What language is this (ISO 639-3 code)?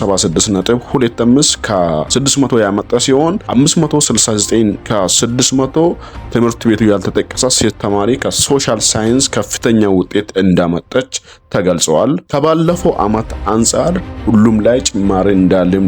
amh